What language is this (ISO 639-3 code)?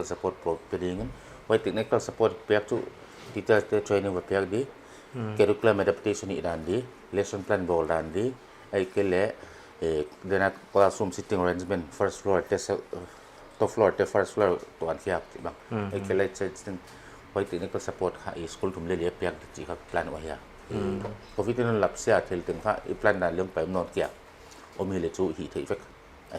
pck